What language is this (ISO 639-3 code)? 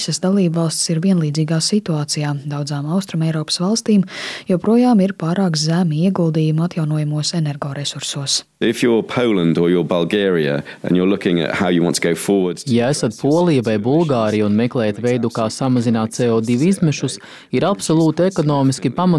lav